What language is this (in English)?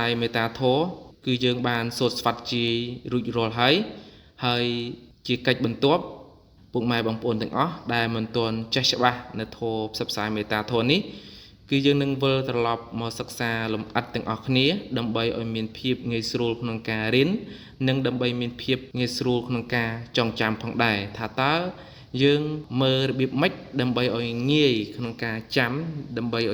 Khmer